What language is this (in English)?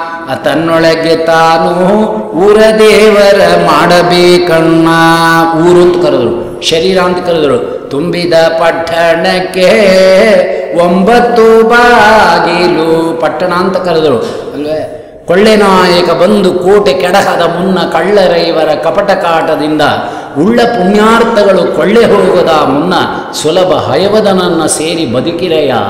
Kannada